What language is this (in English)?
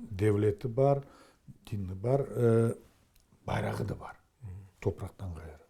Crimean Tatar